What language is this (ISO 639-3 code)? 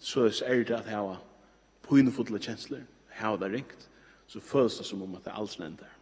fao